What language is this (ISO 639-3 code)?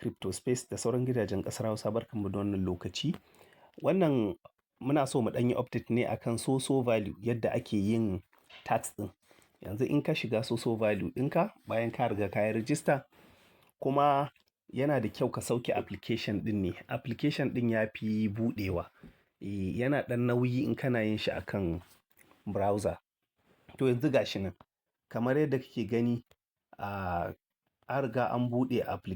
hau